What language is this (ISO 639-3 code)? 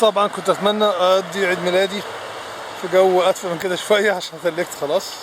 arz